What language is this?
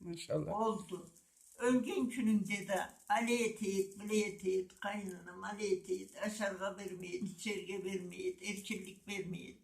Karachay-Balkar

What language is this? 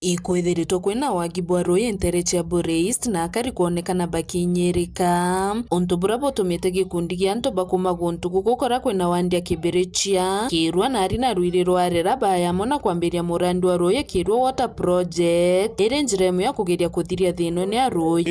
Meru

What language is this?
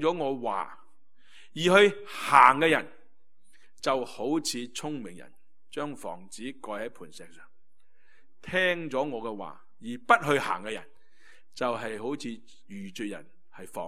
Cantonese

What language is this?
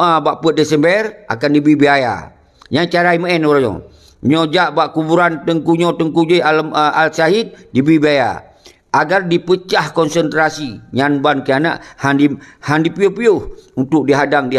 Achinese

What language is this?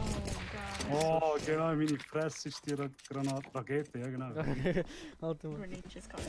Swiss German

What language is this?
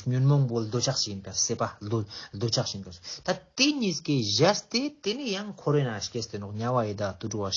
Ladakhi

